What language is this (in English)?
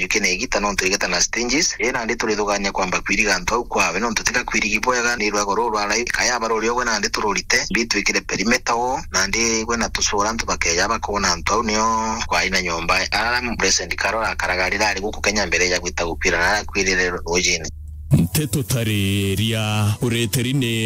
Meru